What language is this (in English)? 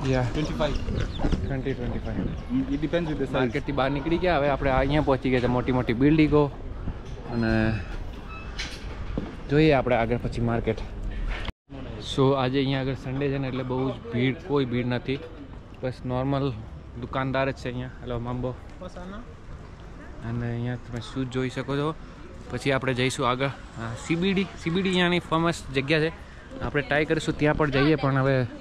Gujarati